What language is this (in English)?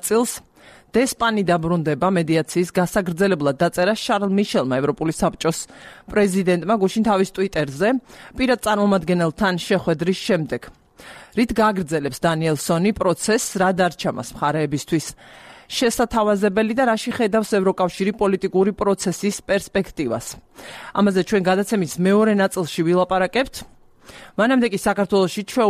Georgian